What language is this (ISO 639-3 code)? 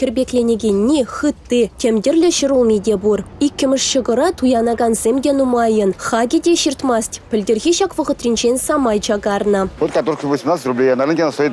chv